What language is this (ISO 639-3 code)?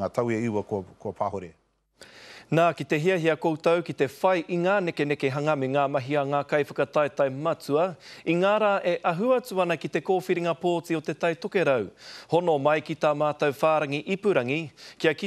mri